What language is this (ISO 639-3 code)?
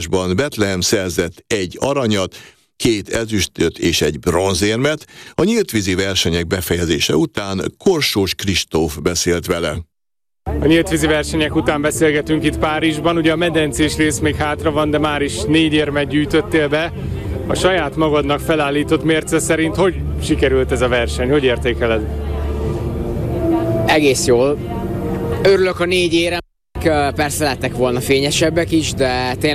hun